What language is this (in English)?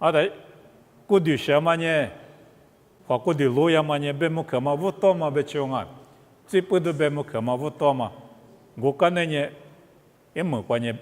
Lisu